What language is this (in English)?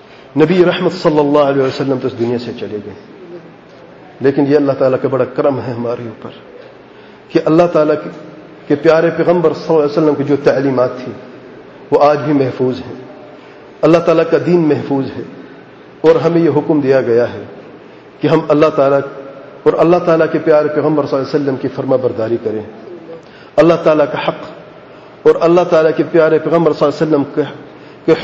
Urdu